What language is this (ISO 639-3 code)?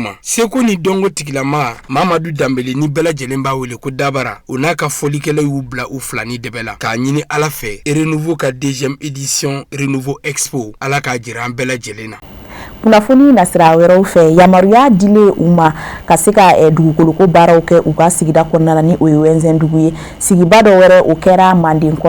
bam